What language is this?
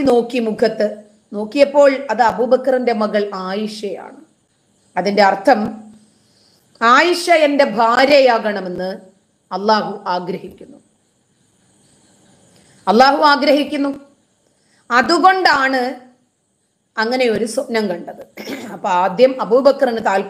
Malayalam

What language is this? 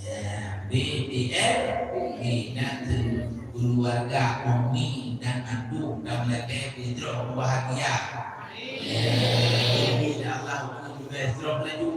Achinese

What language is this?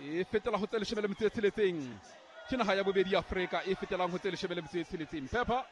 Southern Sotho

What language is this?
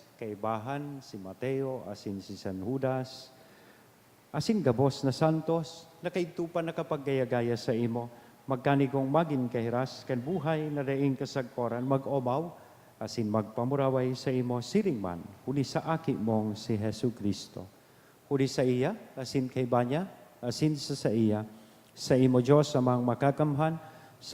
Bikol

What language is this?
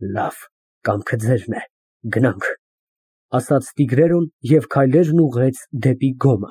Armenian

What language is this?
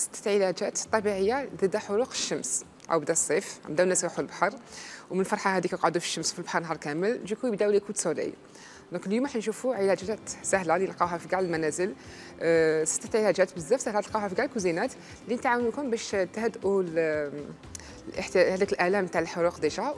Algerian Arabic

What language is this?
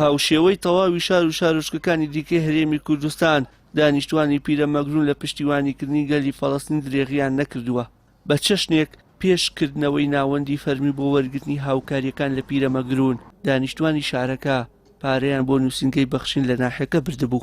Central Kurdish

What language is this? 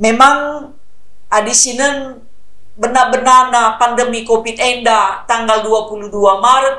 Batak Karo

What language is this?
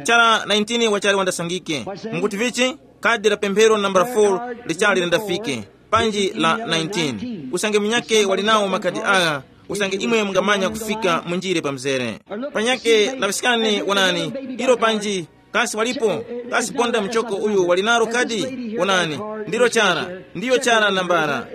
Tumbuka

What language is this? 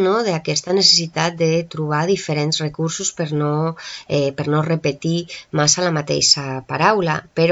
Catalan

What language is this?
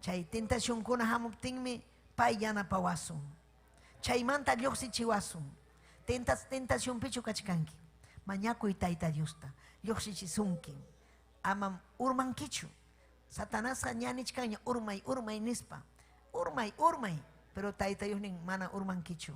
Ayacucho Quechua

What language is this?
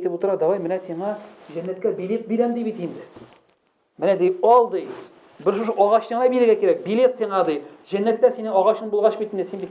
Tatar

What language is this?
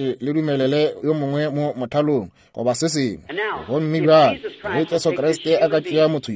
Northern Sotho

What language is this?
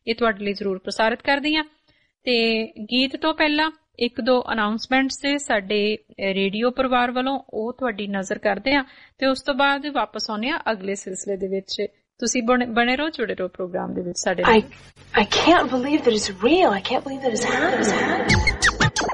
Punjabi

